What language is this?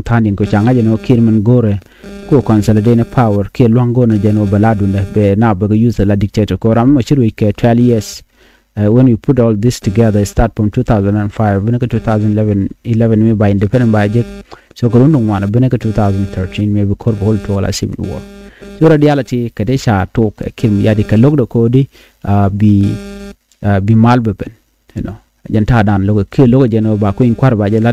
Nuer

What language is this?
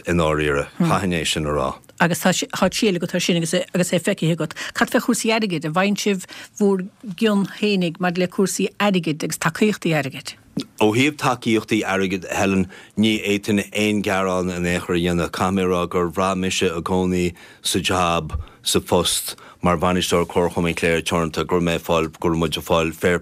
Irish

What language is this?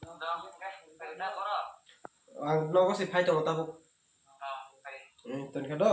Kok Borok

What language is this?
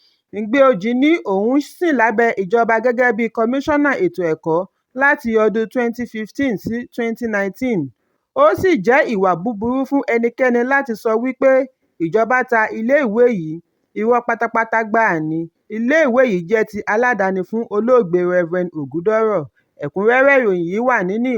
Yoruba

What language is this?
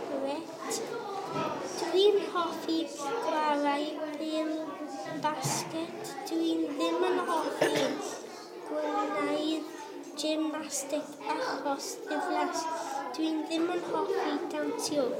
Welsh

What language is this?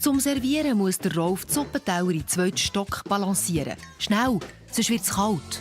Swiss German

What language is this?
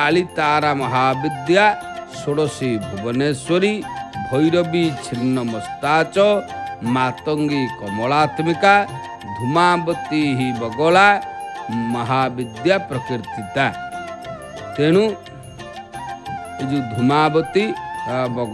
Odia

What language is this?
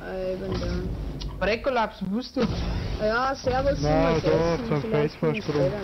Bavarian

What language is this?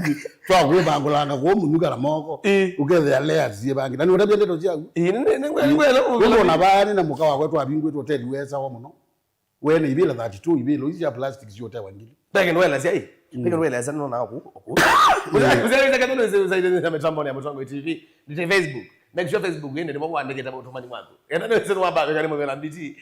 Kamba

